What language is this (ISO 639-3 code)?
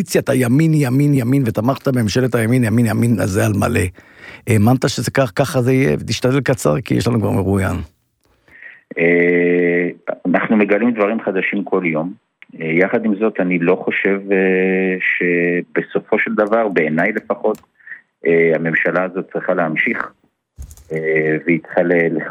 heb